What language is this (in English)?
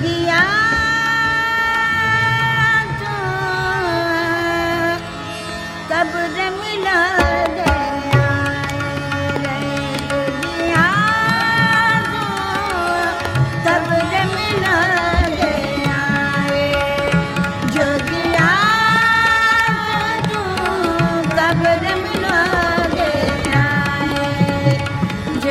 Bhojpuri